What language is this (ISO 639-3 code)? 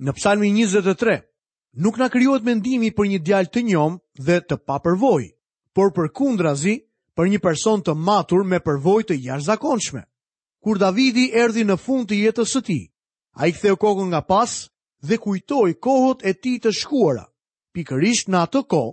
sqi